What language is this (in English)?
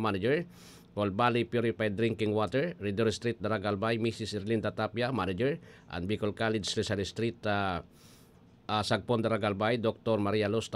Bikol